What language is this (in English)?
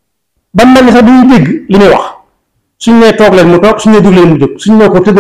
Wolof